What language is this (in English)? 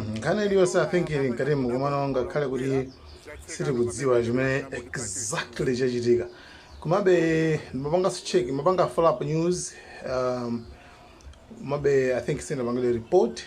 Nyanja